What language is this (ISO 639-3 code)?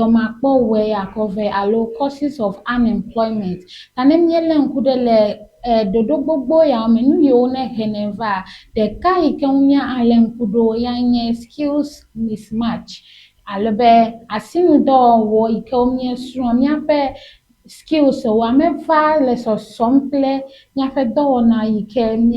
ewe